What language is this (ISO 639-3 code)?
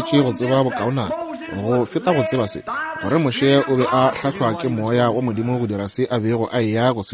nso